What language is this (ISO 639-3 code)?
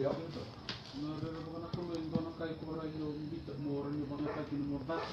fij